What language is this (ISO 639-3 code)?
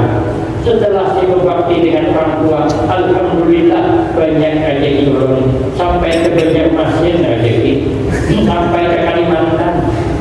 bjn